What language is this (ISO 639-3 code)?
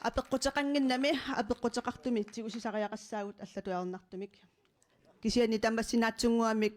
kal